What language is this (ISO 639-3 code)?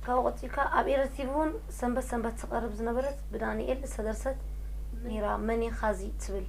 tir